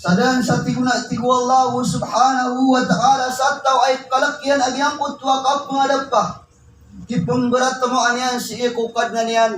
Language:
Maranao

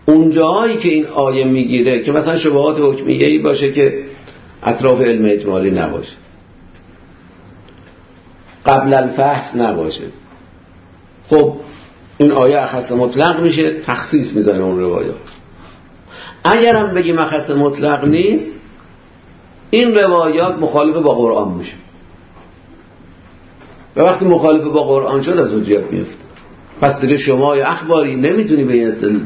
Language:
Persian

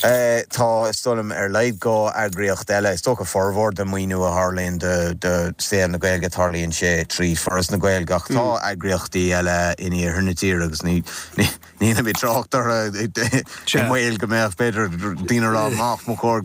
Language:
Irish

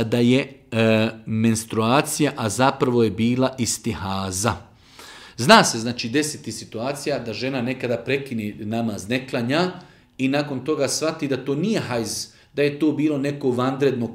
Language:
Bosnian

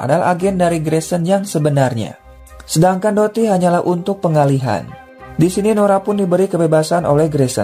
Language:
Indonesian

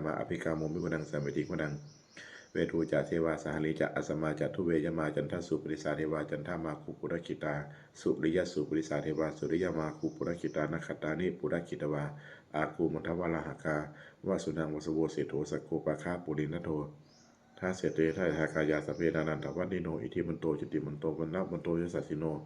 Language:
Pali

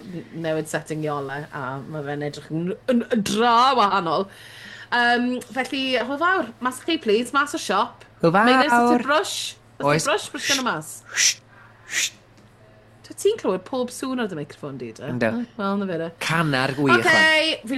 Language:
Welsh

